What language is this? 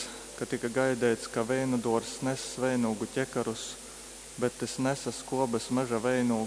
Latgalian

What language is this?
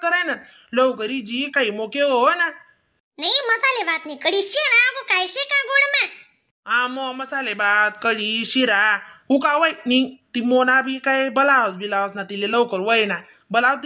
Khandesi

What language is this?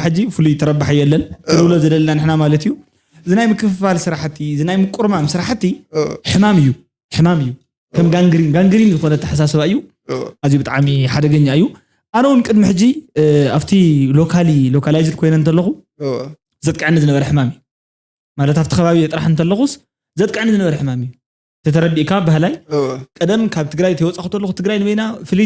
Tigrinya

